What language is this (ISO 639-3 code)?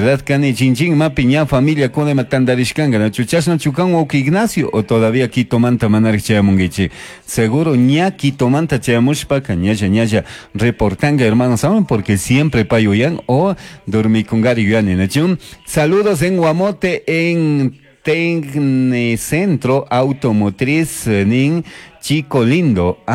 qug